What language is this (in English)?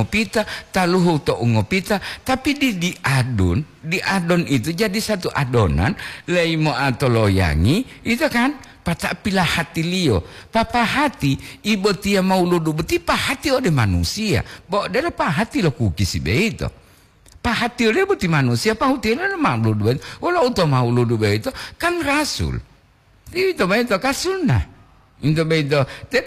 Gorontalo